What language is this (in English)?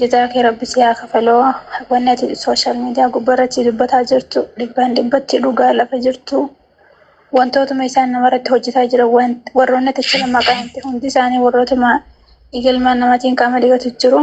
Oromo